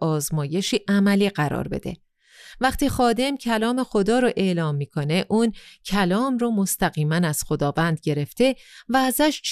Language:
Persian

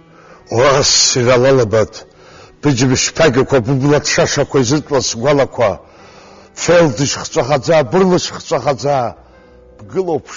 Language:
Abkhazian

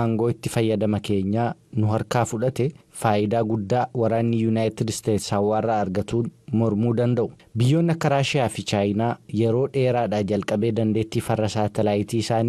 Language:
Oromo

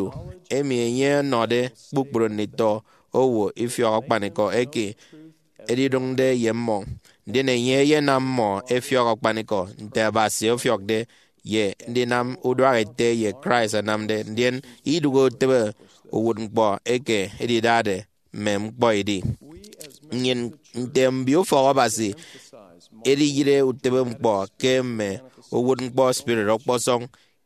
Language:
Efik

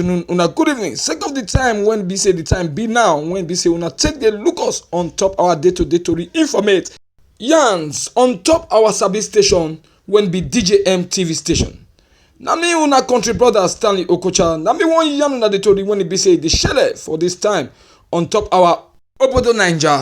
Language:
Nigerian Pidgin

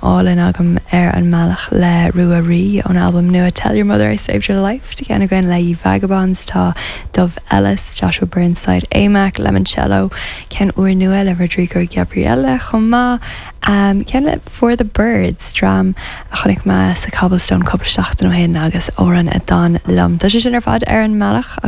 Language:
Irish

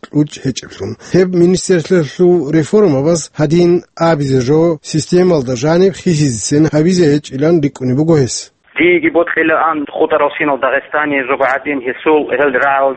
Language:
Avaric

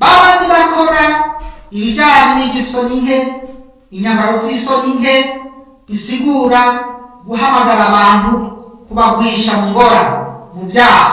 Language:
Rundi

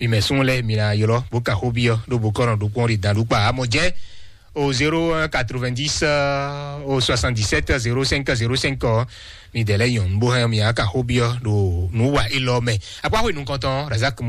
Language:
Fon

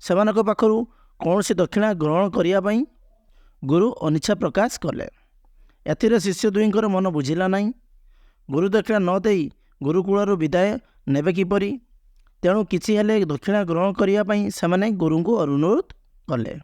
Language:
Odia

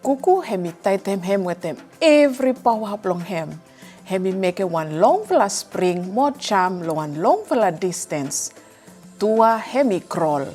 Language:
Bislama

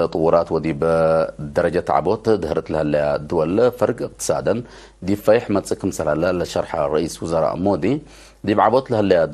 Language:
Tigre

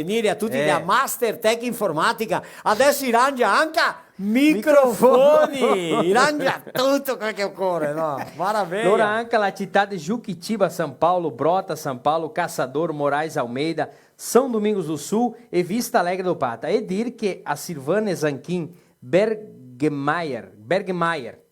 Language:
Venetian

